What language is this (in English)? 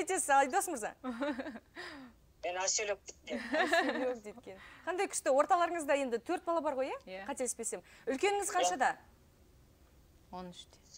Kazakh